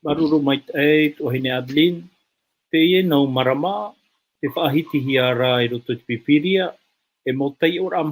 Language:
Tahitian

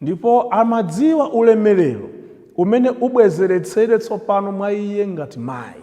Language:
Nyanja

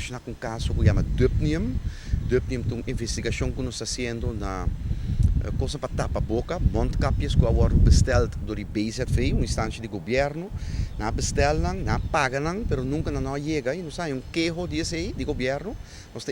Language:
Papiamento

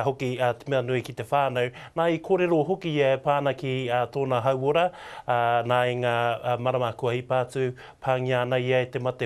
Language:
Māori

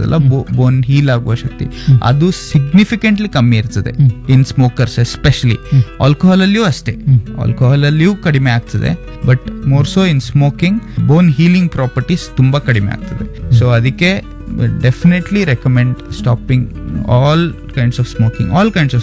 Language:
Kannada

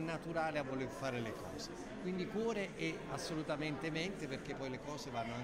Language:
Italian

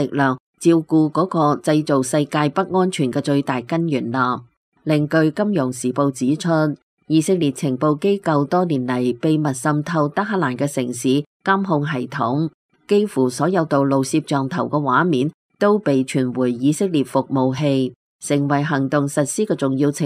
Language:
Cantonese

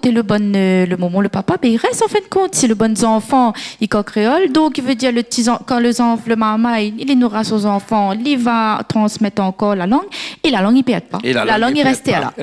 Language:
Réunion Creole French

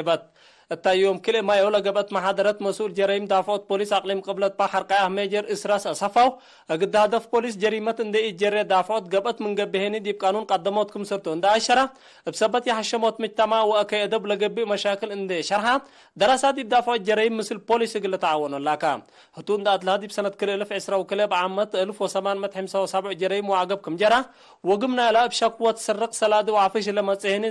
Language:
Tigre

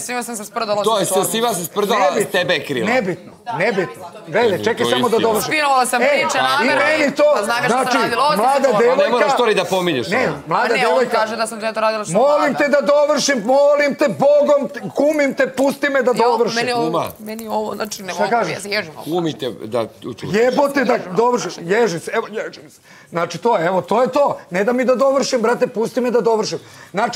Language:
Serbian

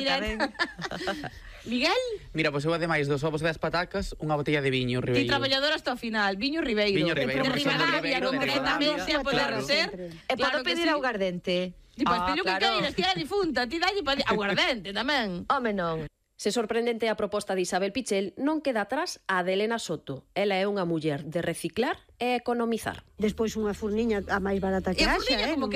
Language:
Galician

